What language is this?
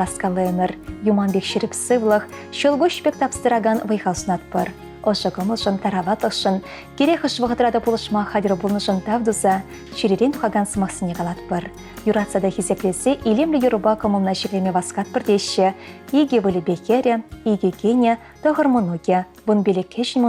Chuvash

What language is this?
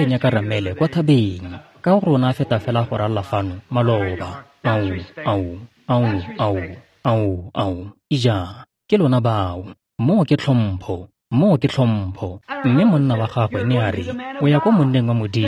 Tswana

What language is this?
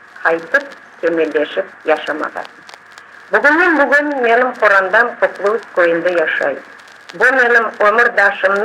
Crimean Tatar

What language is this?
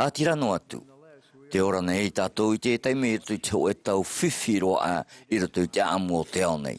Tahitian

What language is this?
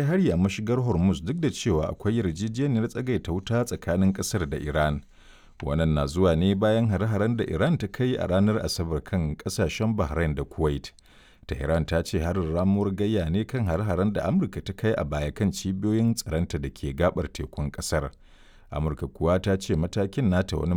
Hausa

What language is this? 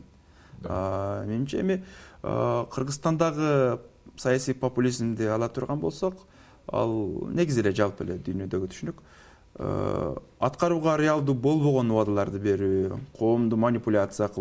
Kyrgyz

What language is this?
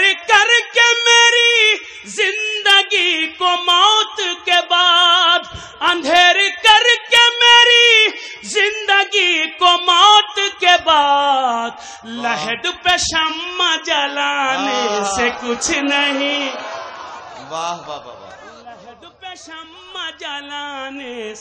Urdu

